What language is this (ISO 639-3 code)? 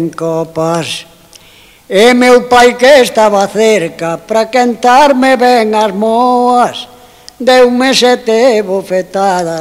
glg